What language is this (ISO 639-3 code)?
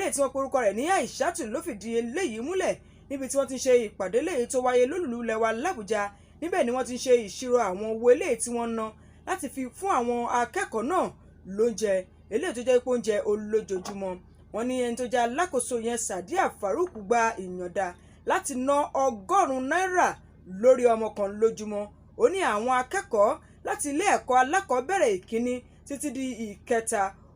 yor